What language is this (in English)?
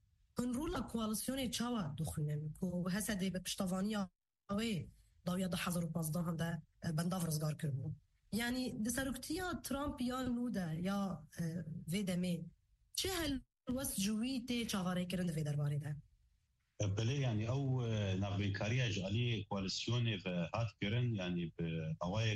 Kurdish